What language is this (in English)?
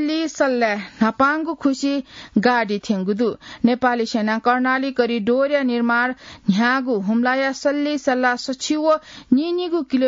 Newari